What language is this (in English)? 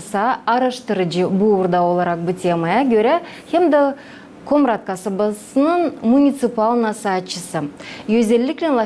Gagauz